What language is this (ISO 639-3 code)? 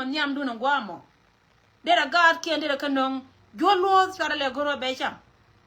nus